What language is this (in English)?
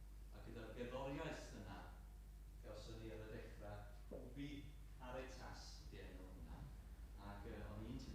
Welsh